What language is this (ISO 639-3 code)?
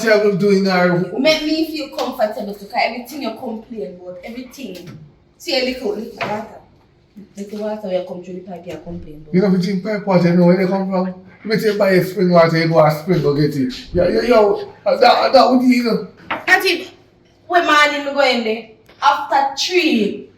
jam